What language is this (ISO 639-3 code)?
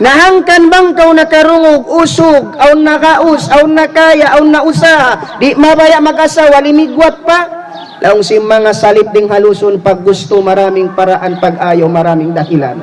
tsg